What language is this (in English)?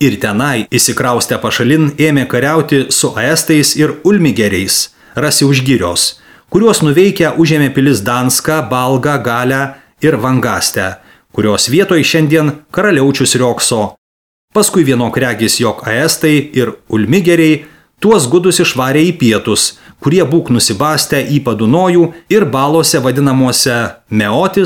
Lithuanian